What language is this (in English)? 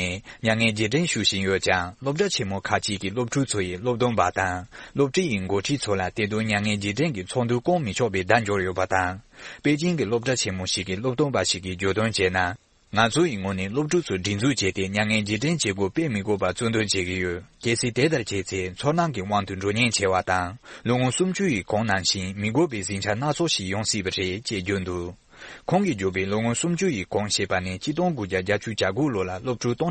Tibetan